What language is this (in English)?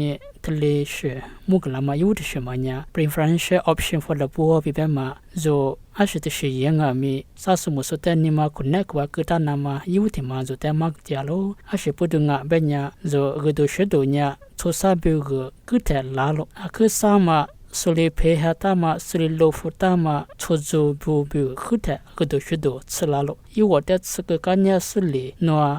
Lisu